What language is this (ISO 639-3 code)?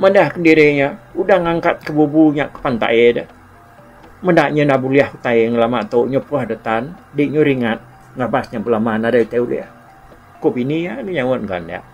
iba